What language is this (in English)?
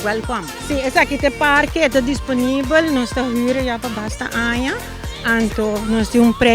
Papiamento